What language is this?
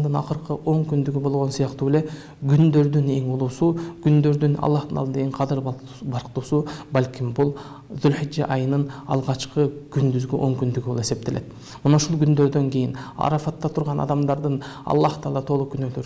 Kyrgyz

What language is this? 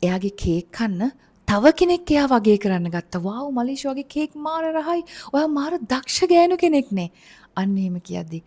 Sinhala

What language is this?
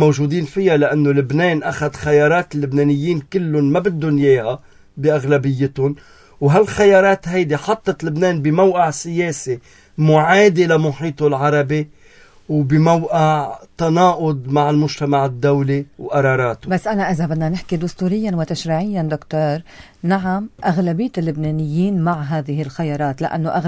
North Levantine Arabic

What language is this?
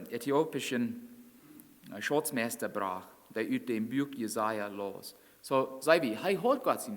Plautdietsch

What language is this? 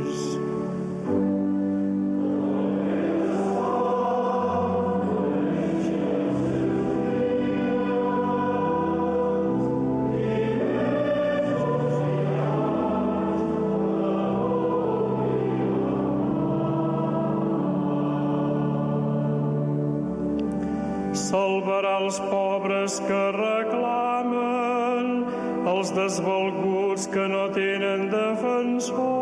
Catalan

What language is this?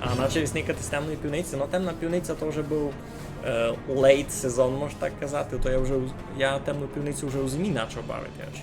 Rusyn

